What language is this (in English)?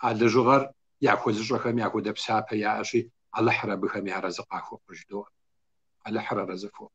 Kabardian